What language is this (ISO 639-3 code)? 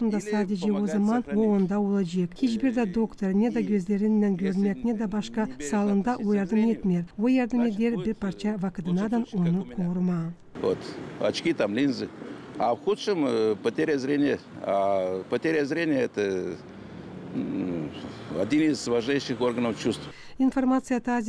gag